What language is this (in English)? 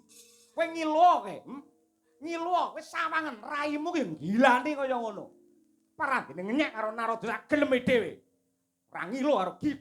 Javanese